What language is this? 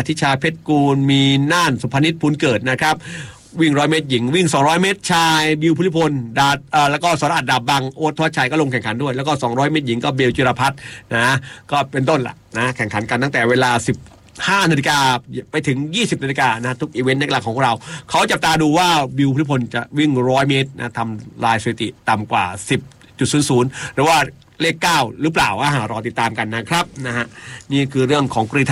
Thai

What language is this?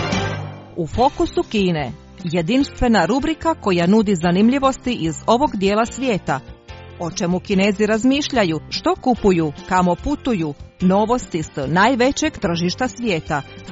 Croatian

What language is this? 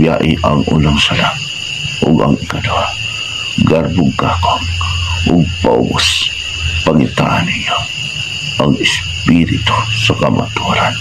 Cebuano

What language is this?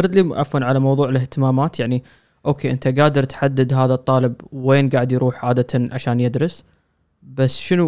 Gulf Arabic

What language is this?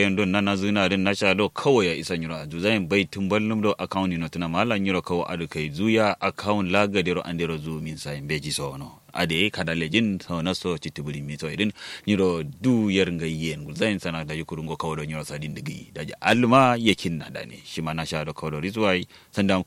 Kanuri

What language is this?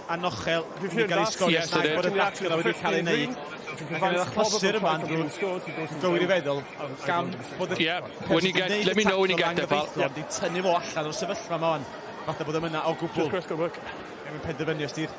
Welsh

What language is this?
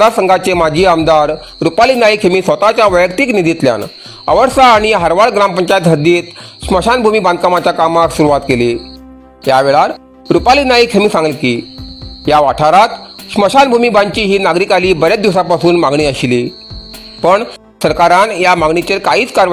Konkani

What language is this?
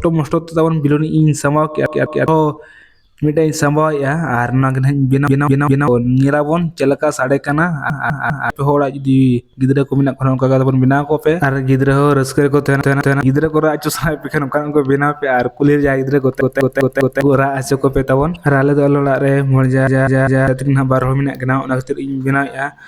Santali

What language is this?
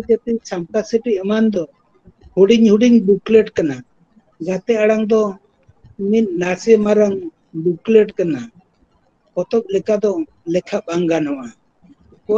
Santali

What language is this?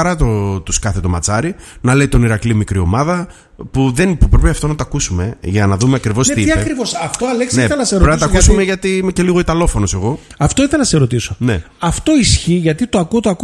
Greek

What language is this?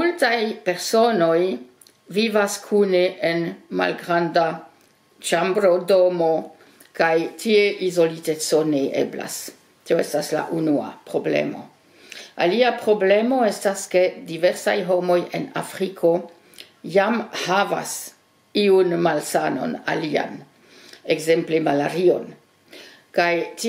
Esperanto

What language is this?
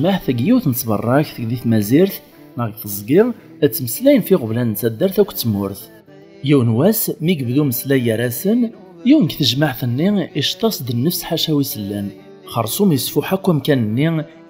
Kabyle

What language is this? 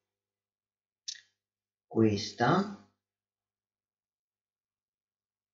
Italian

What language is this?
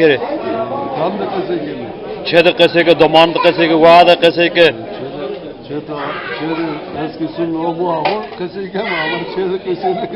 Zaza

